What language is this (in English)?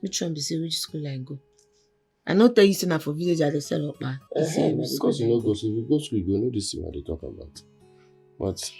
Nigerian Pidgin